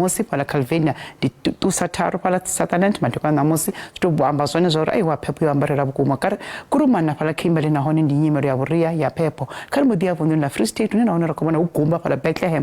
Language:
Venda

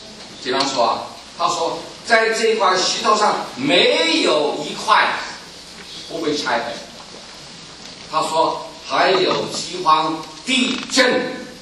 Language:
Chinese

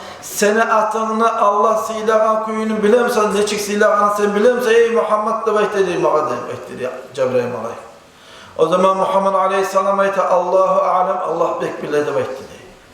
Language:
Kumyk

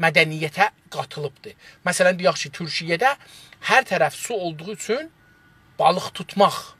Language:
South Azerbaijani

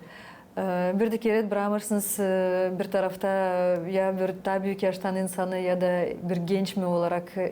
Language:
Gagauz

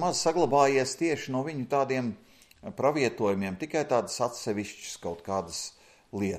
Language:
Latvian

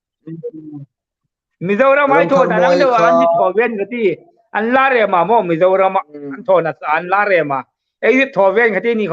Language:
Hmar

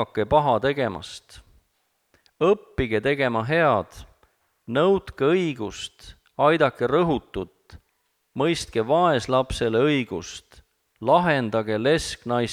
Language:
Estonian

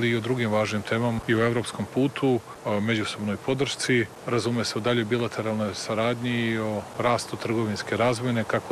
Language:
Serbian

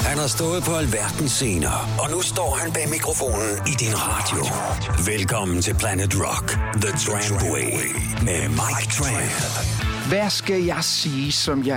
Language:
Danish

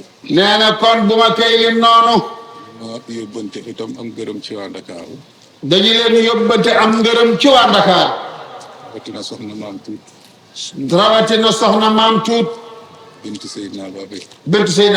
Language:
Wolof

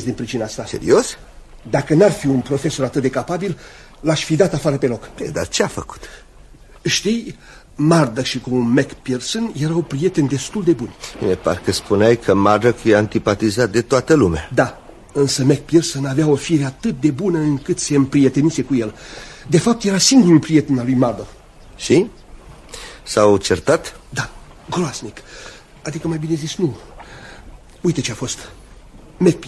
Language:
Romanian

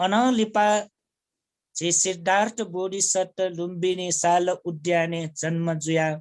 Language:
Newari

